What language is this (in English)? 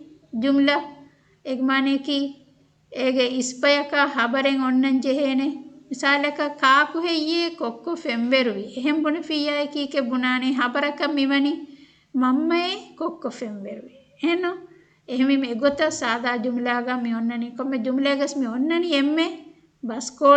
Divehi